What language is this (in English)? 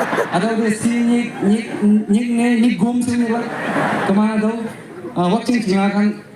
Naga Pidgin